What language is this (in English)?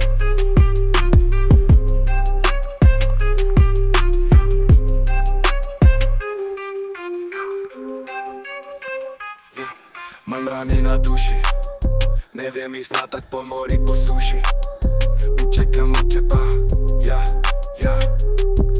Slovak